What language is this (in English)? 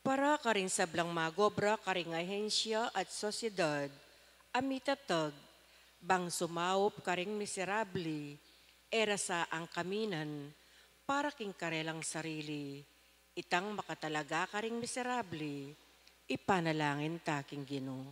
Pampanga